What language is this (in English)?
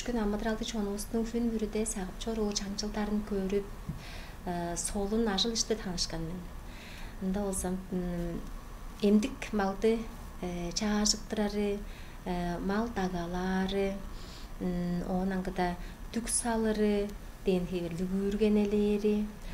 Tuvinian